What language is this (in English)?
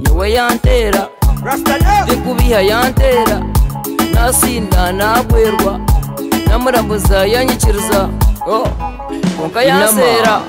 Nyoro